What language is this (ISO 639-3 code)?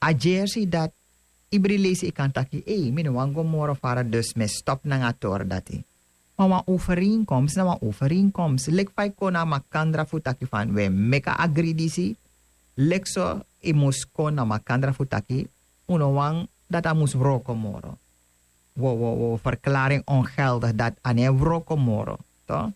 srn